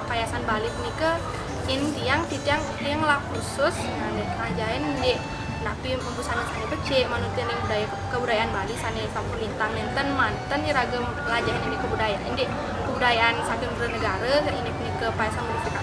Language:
Balinese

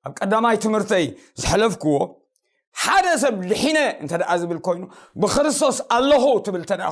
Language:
Tigrinya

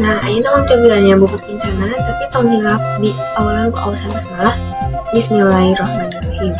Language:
Sundanese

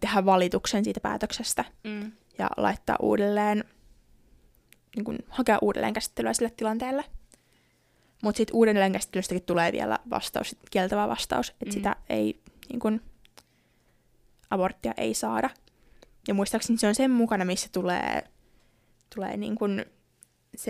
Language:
Finnish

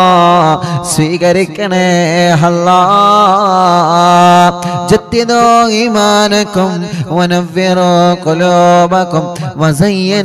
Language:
Malayalam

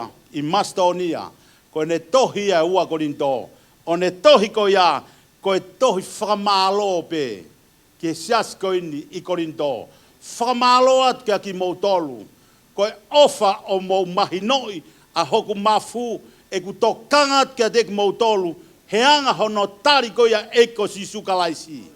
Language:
Tongan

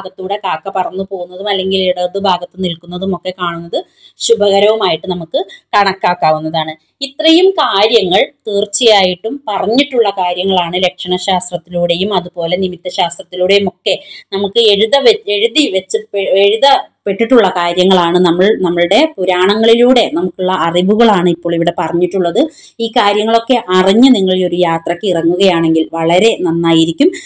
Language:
Malayalam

